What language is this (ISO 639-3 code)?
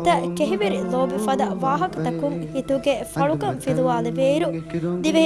div